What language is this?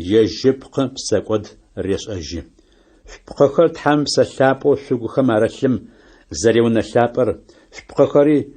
Adyghe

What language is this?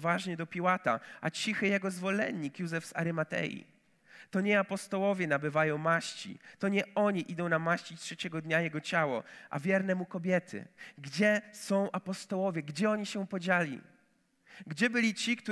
Polish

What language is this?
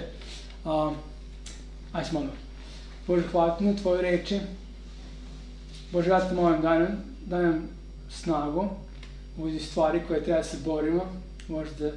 Serbian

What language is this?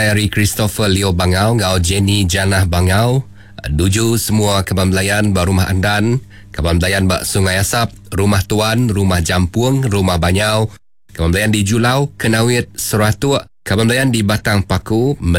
Iban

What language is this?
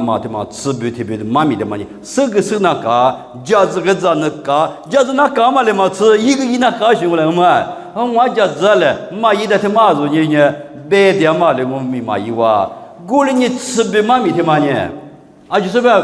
Lisu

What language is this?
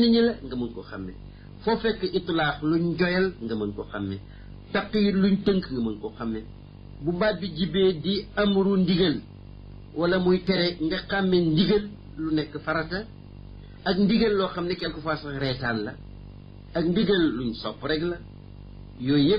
Wolof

